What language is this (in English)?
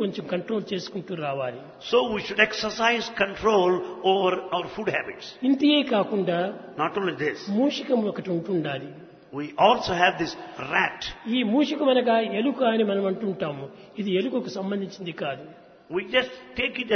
Telugu